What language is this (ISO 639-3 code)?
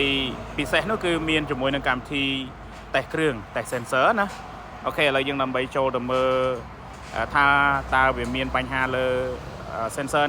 khm